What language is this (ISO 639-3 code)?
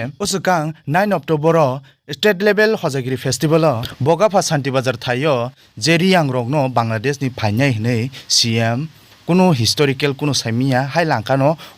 trp